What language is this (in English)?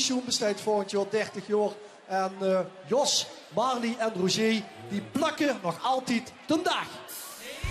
Limburgish